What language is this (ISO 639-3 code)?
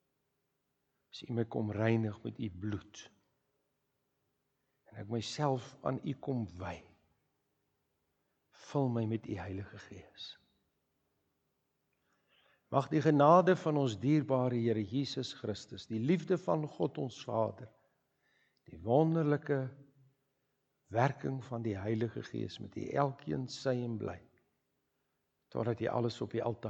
afr